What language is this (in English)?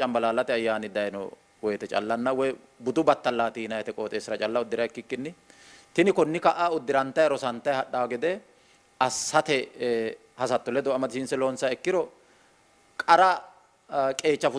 Sidamo